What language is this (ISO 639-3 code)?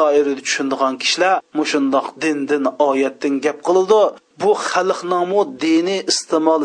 uig